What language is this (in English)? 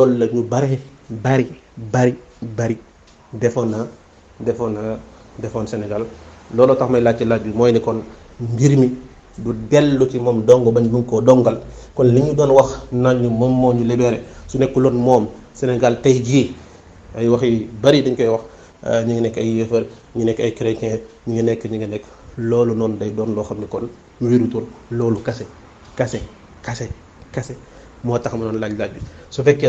Wolof